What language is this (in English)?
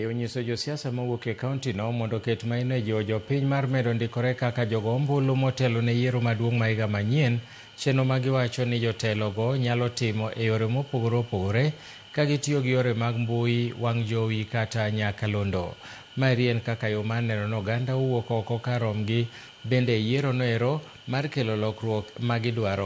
Luo (Kenya and Tanzania)